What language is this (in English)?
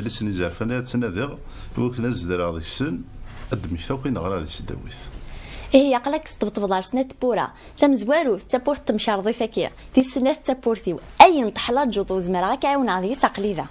Kabyle